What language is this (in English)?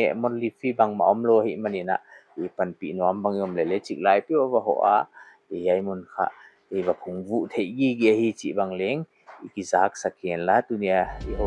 Paite Chin